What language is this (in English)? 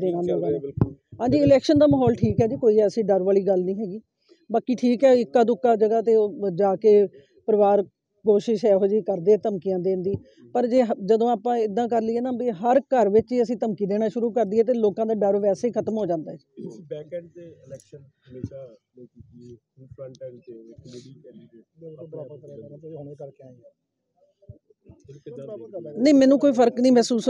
Punjabi